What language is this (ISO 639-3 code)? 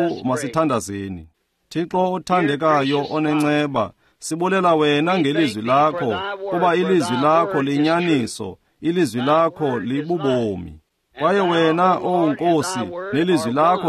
xho